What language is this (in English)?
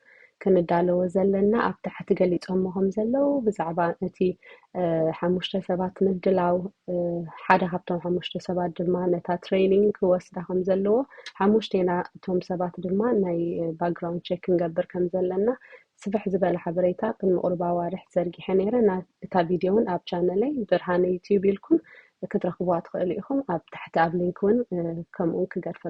Tigrinya